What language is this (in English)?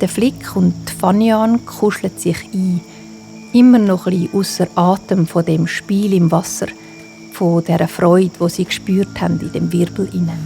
Swiss German